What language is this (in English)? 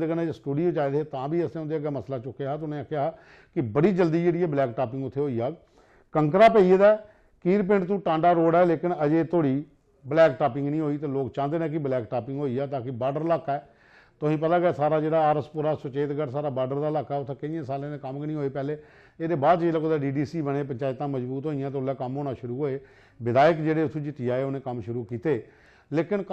Dogri